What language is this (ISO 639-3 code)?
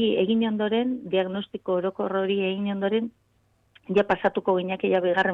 eus